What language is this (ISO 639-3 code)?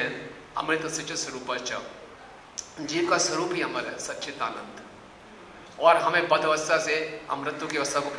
hin